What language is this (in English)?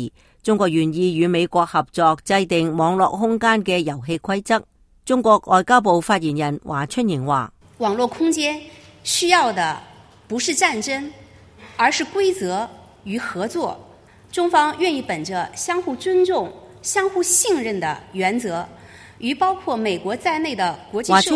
Cantonese